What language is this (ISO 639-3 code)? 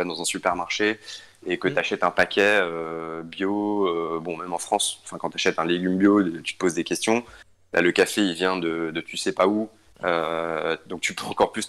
fra